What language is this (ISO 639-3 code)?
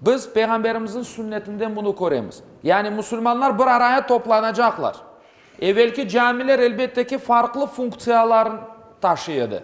crh